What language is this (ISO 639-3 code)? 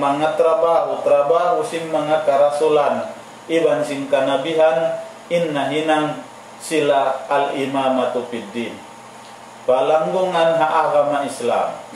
tsg